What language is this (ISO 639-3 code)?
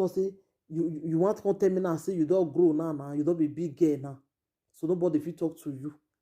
pcm